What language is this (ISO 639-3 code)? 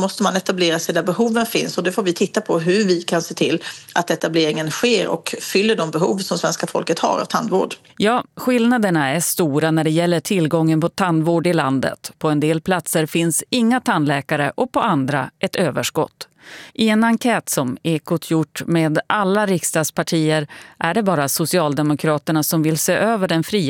swe